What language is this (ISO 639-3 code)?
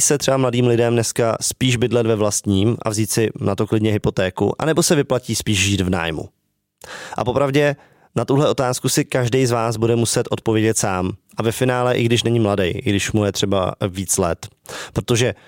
ces